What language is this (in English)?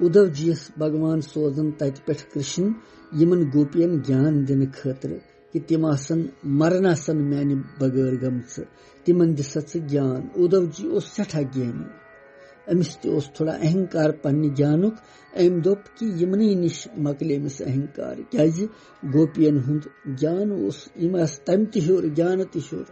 Kashmiri